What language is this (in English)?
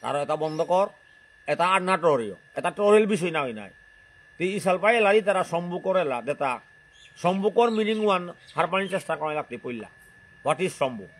Bishnupriya